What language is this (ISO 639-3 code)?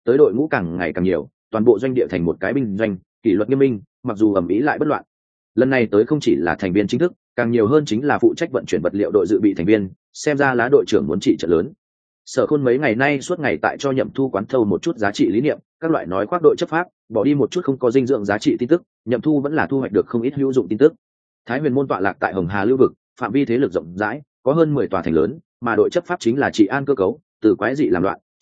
vie